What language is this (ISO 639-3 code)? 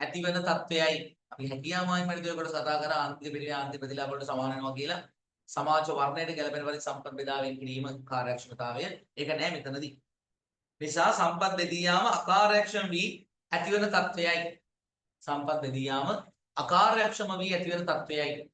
sin